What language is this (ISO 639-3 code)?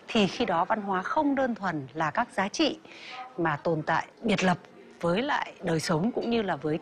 vie